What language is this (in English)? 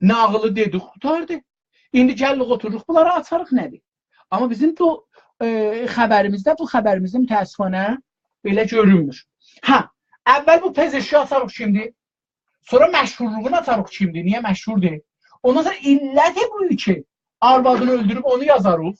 South Azerbaijani